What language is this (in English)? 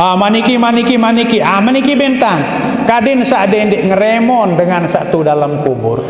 Sasak